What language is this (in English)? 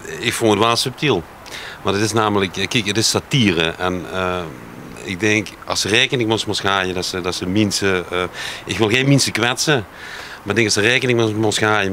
Limburgish